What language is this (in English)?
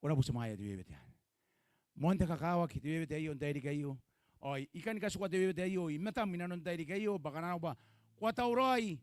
Gilbertese